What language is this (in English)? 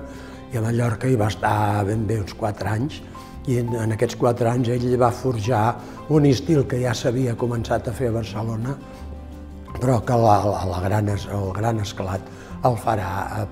Catalan